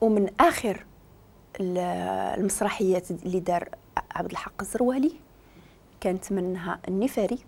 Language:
Moroccan Arabic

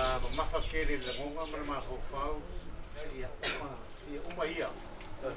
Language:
Samoan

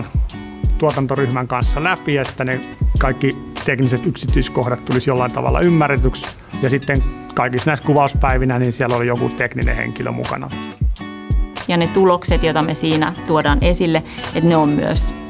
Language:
Finnish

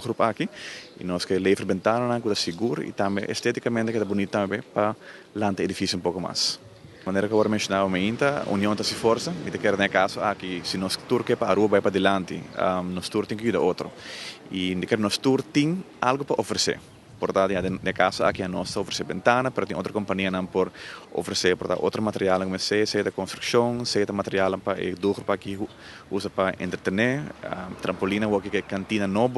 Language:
Papiamento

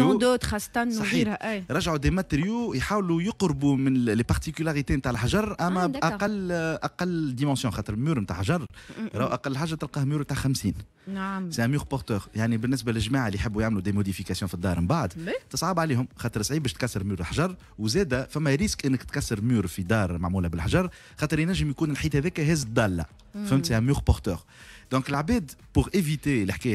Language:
Tunisian Arabic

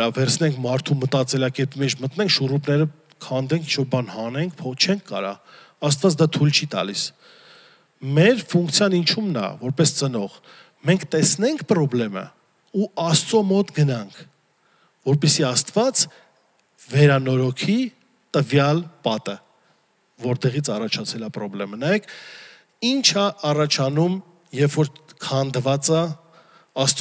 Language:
Armenian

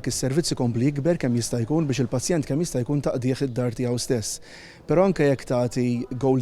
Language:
Maltese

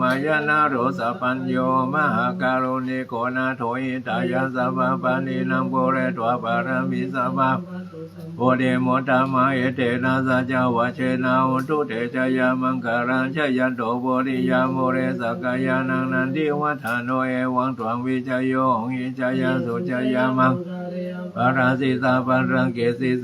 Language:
Pali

